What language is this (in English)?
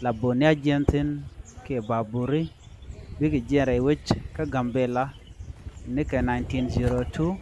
Nuer